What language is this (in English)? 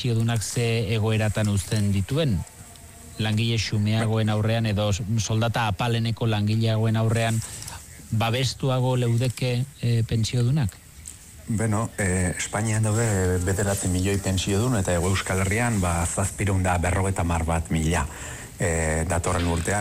Basque